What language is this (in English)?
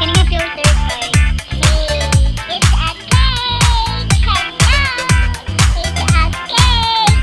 Cebuano